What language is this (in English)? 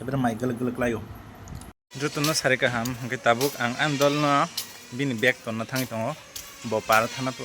Kok Borok